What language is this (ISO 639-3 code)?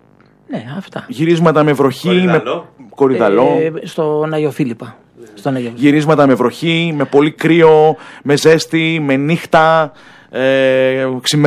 ell